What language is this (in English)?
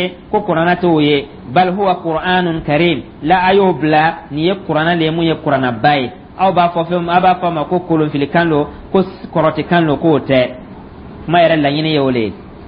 Dyula